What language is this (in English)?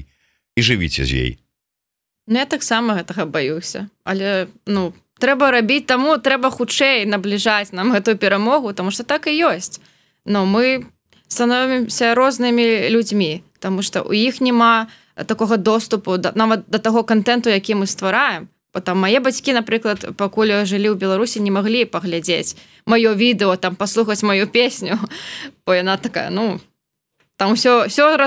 Belarusian